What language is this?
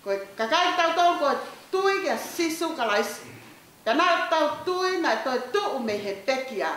Tongan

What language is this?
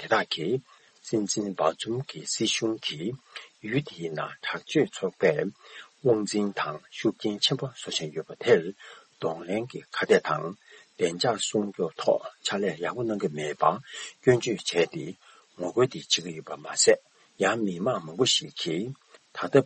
Tibetan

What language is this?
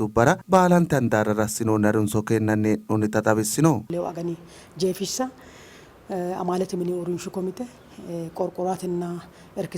Sidamo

